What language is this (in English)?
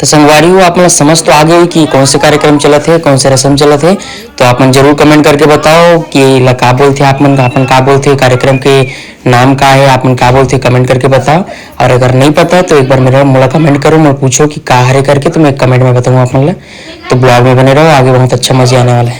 Chhattisgarhi